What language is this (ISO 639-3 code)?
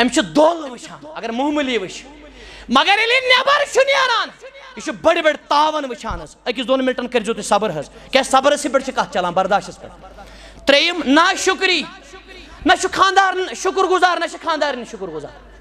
kas